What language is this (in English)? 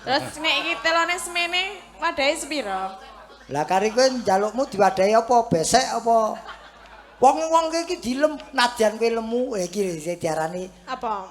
Javanese